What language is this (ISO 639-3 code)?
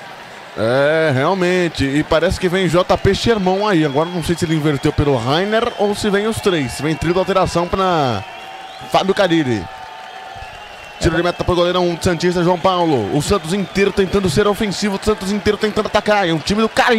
por